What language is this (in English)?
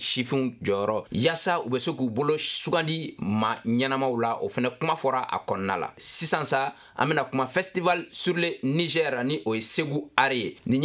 Bambara